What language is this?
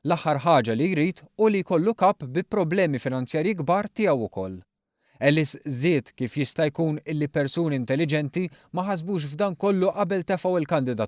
Maltese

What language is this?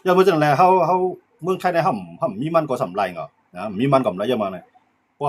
Shan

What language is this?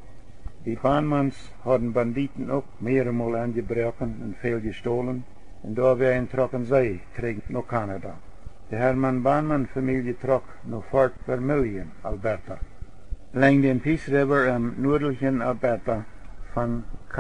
Plautdietsch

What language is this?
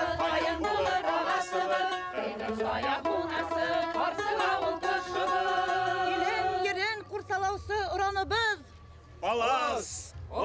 Bashkir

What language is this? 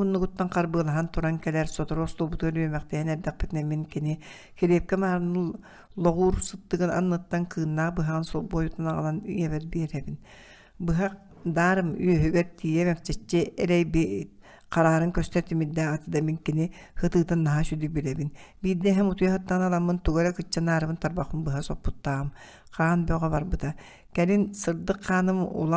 Yakut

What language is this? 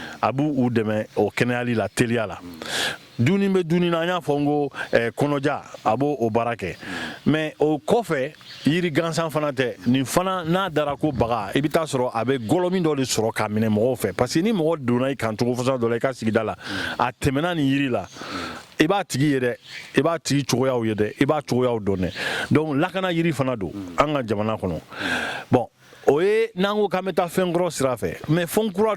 Bambara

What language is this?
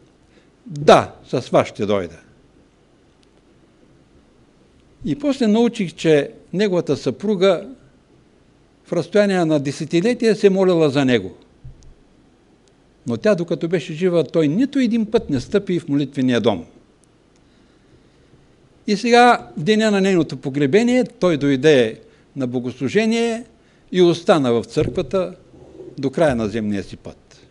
Bulgarian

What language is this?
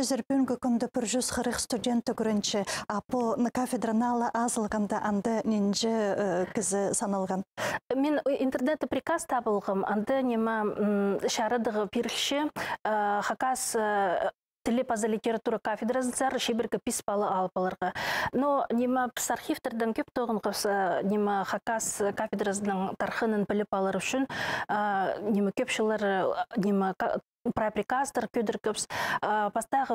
Khakas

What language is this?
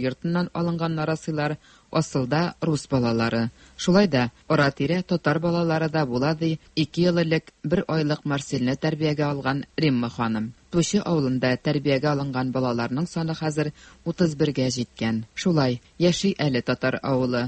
Tatar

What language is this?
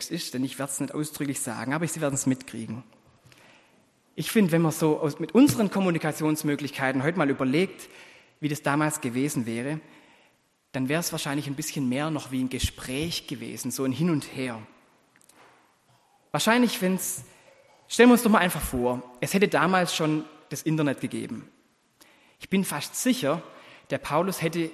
German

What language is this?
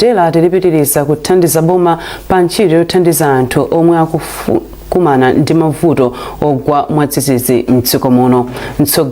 Nyanja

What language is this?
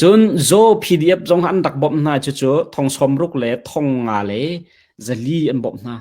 Hakha Chin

